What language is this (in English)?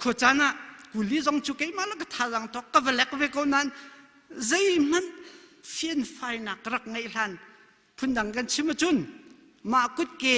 Hakha Chin